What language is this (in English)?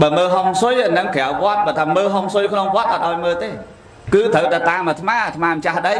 Khmer